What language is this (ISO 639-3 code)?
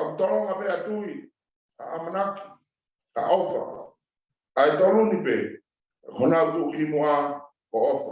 ton